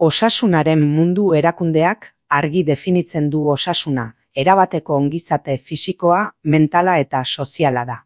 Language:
Basque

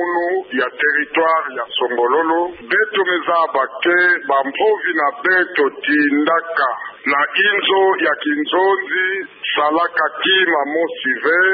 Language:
Kituba (Democratic Republic of Congo)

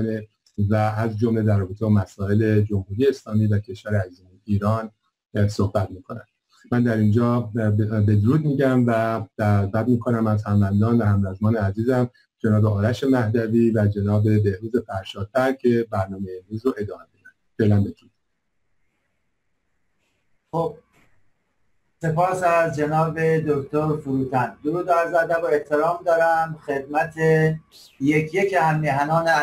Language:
Persian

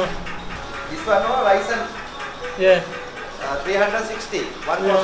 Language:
Kurdish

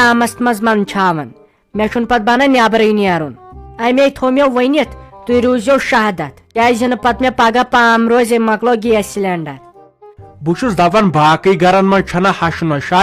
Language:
Kashmiri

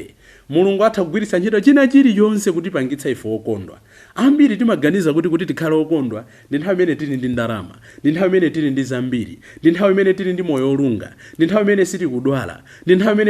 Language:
Nyanja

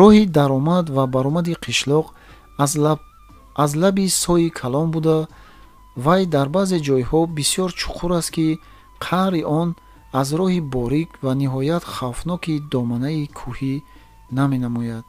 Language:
Tajik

